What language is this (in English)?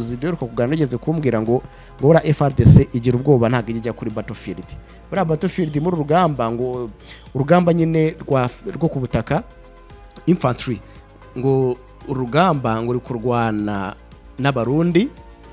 Kinyarwanda